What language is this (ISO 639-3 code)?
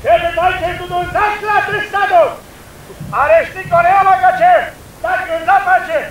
hsb